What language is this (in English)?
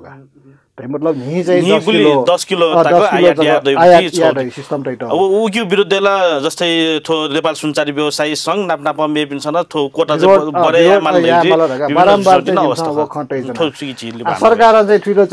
Newari